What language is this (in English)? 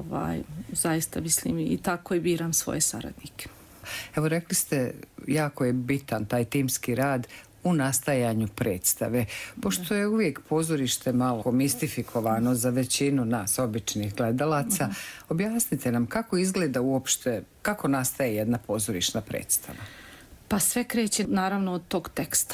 Bosnian